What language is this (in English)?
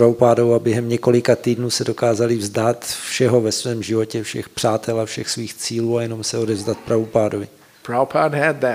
Czech